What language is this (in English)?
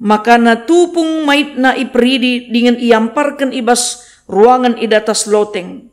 Batak Karo